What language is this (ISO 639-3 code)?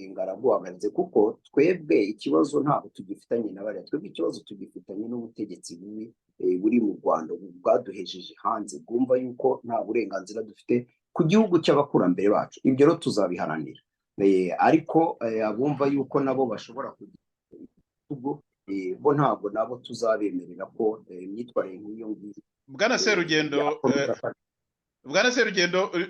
kin